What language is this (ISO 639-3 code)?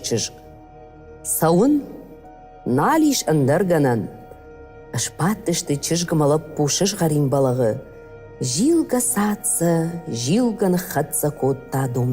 oss